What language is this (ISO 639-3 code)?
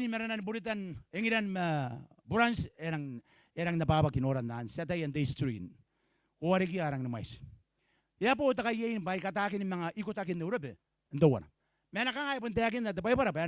gil